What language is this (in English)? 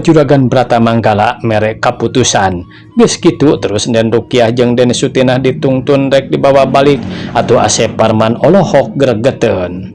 Sundanese